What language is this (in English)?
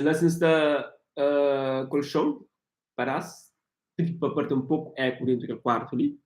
Kabuverdianu